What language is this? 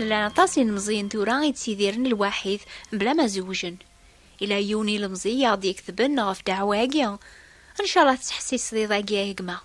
Kabyle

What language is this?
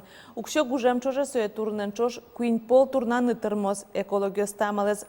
Udmurt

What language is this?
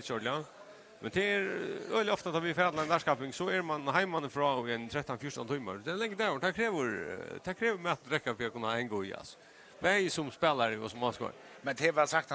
Faroese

